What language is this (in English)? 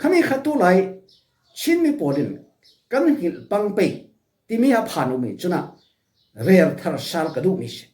Falam Chin